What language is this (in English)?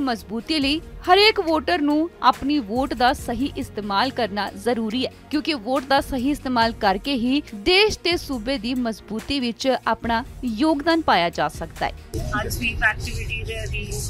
Punjabi